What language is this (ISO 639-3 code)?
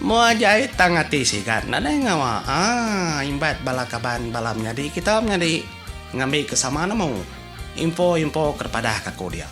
iba